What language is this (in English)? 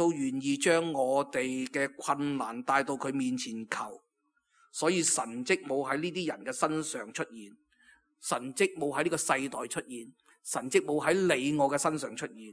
Cantonese